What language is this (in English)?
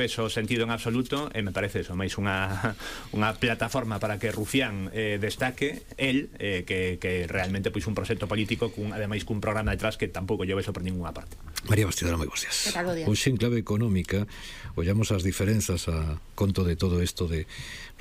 Galician